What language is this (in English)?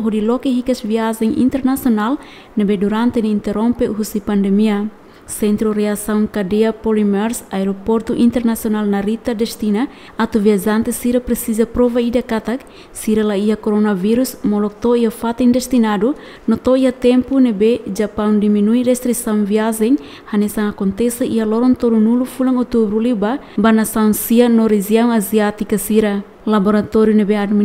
Tetum